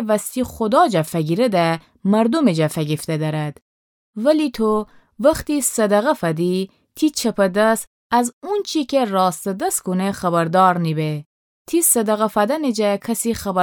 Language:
Gilaki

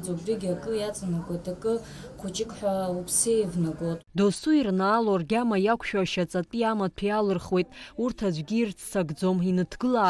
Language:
Abkhazian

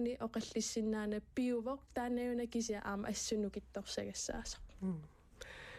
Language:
Kalaallisut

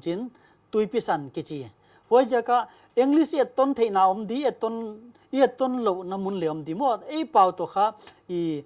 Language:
Paite Chin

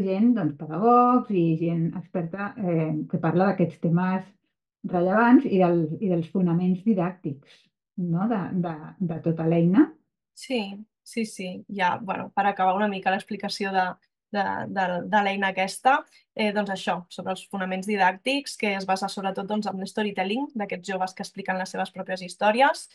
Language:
Catalan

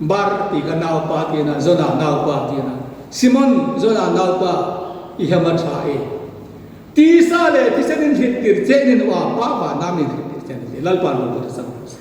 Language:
Hmar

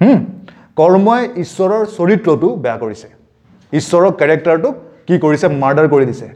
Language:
Assamese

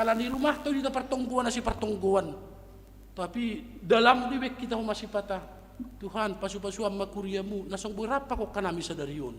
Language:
Batak Simalungun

